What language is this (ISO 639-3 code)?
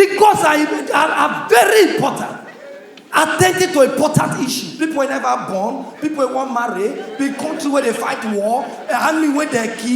pcm